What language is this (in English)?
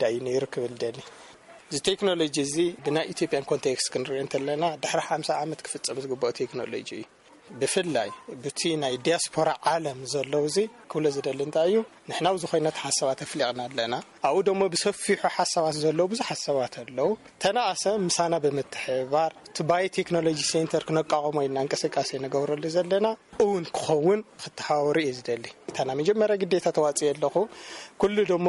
Tigrinya